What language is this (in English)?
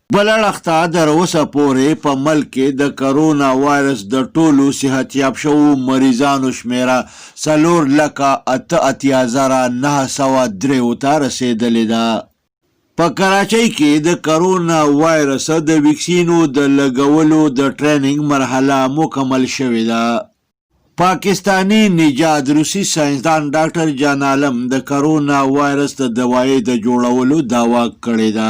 Pashto